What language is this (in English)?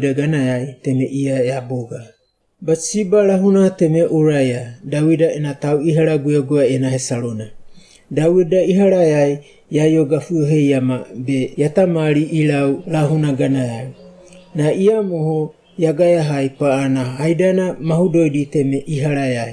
Wagawaga